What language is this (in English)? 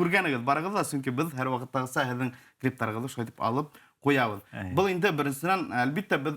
Bashkir